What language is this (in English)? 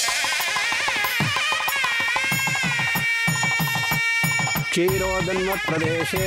Kannada